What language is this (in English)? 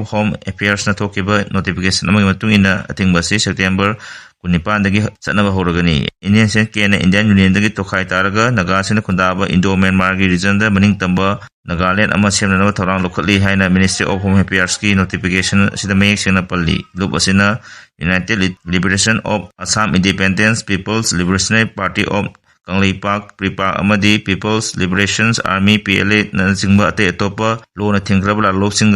Manipuri